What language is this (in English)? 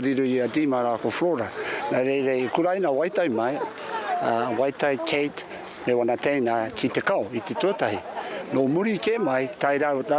Māori